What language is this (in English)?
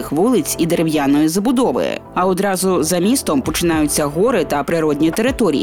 Ukrainian